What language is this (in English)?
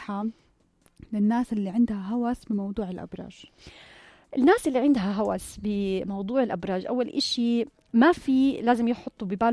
North Levantine Arabic